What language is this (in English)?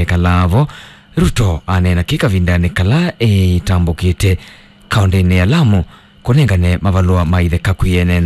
Kamba